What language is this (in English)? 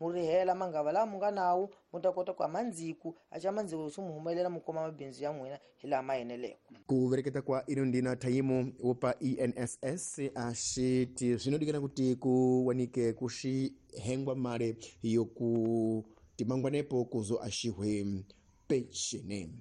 Tsonga